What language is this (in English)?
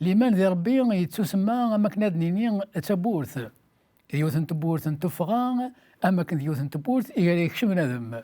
Kabyle